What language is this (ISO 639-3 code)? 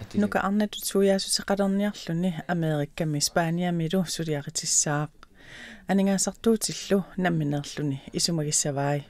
kal